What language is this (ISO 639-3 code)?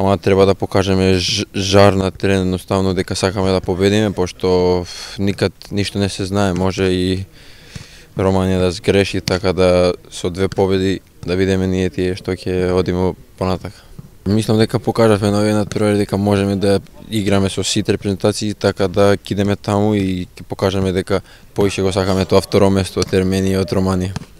mkd